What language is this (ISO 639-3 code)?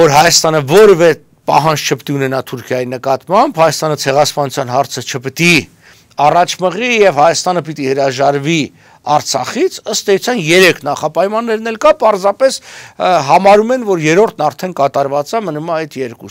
hye